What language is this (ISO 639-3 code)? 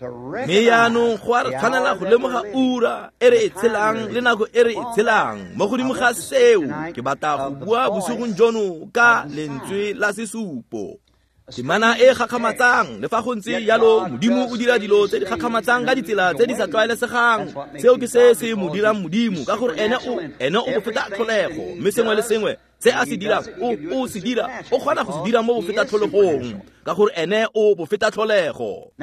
tsn